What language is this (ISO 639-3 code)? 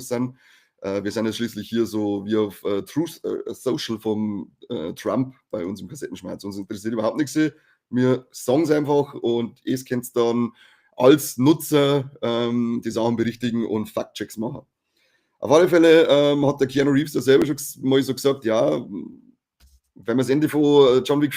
bar